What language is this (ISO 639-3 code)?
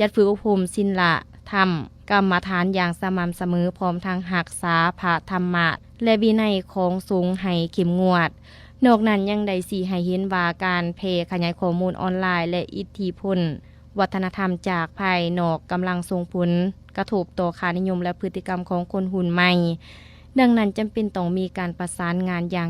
lao